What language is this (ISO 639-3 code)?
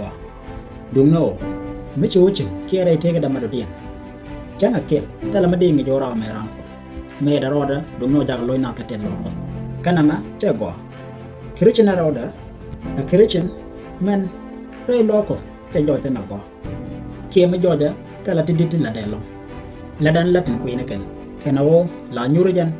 nus